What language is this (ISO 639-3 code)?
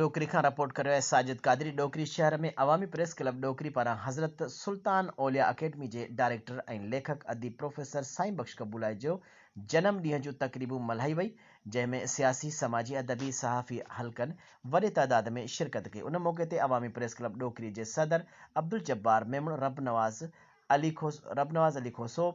snd